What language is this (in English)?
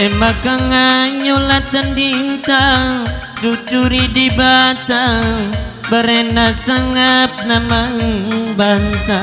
Batak Karo